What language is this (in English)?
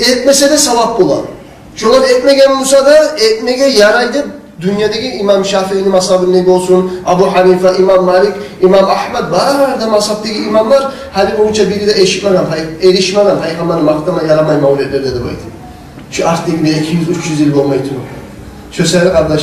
Kumyk